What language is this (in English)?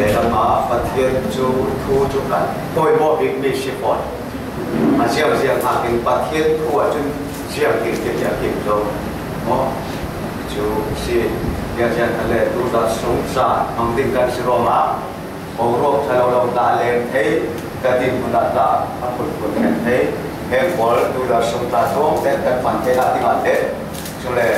Falam Chin